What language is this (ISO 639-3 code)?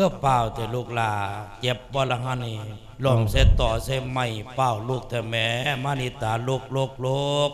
lao